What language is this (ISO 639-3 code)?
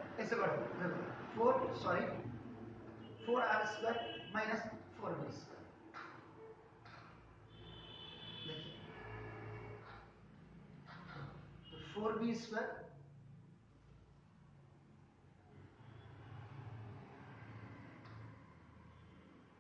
hin